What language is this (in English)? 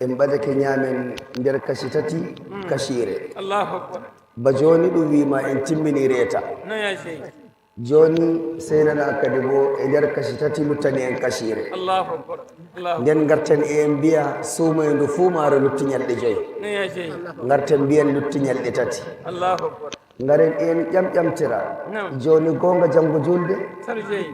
Nigerian Fulfulde